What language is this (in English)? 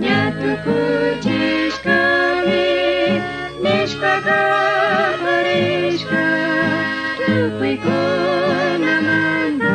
Chimborazo Highland Quichua